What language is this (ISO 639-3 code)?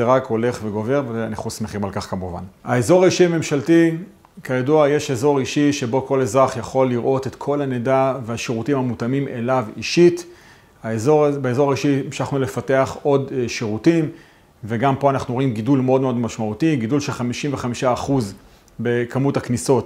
heb